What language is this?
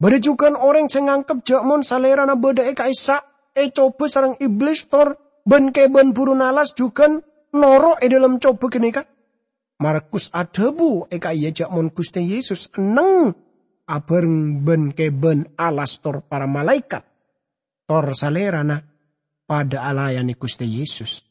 Madurese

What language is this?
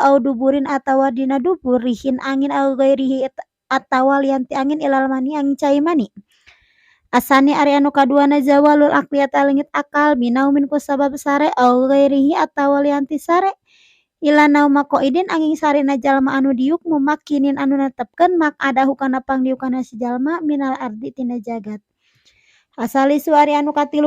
Sundanese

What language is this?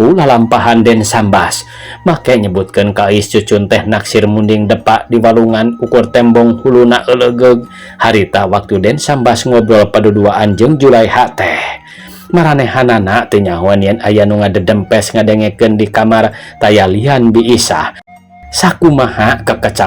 Sundanese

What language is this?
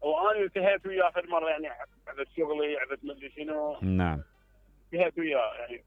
Mesopotamian Arabic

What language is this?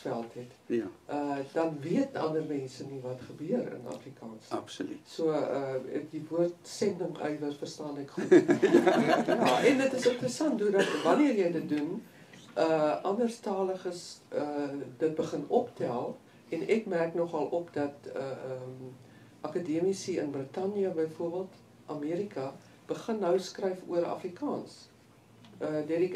Afrikaans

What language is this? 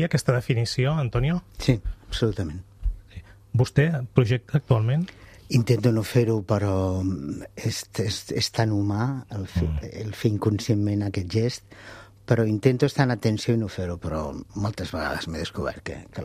Catalan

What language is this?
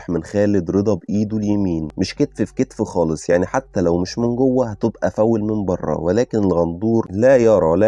Egyptian Arabic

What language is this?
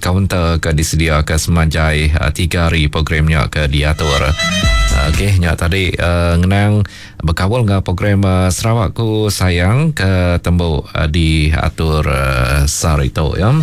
Iban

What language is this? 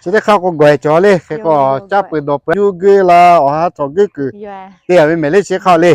Lahu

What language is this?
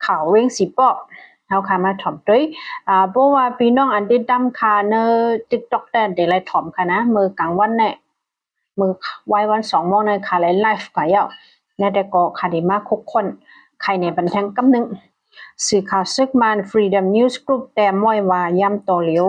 Shan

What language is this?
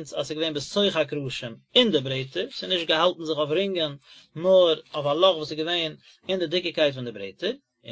Yiddish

